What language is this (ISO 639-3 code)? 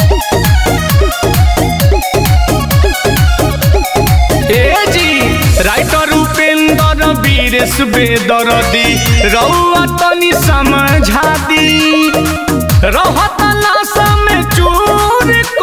bho